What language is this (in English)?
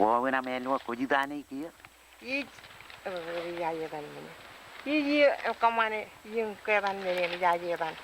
Marshallese